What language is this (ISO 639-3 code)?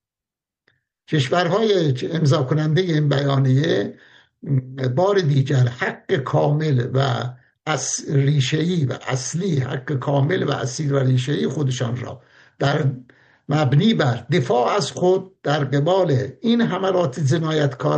fas